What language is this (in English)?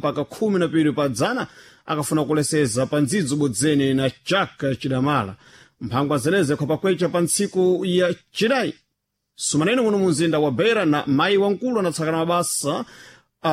Sena